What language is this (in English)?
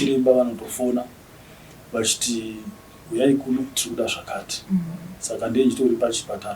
Shona